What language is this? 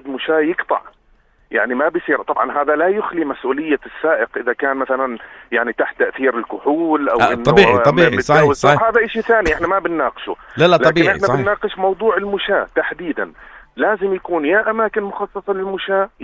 North Levantine Arabic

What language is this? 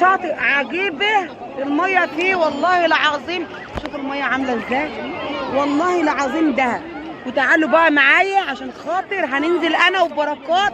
Egyptian Arabic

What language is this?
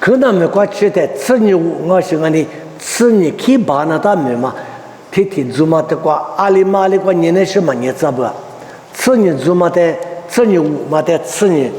Lisu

